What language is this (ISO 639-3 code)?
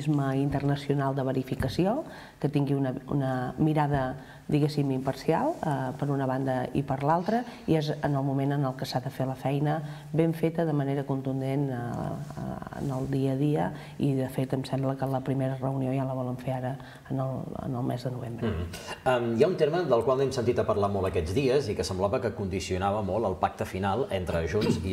cat